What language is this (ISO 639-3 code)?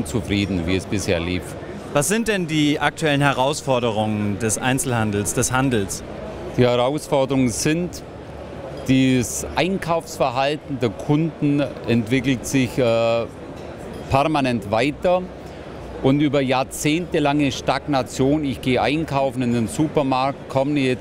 deu